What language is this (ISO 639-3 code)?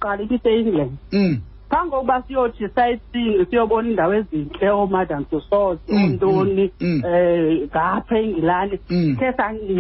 xho